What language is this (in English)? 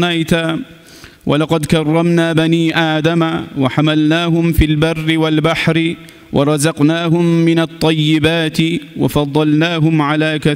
Kumyk